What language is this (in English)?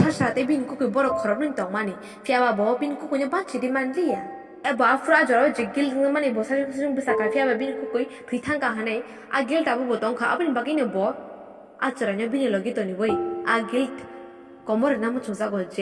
Kok Borok